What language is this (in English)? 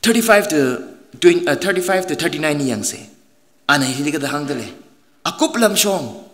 Tangkhul Naga (India)